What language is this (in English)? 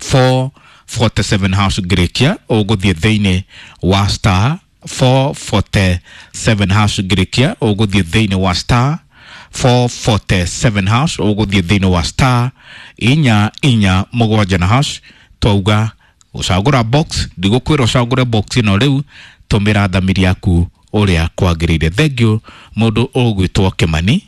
Kikuyu